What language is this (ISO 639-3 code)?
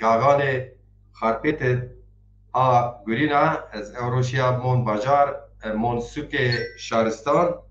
zza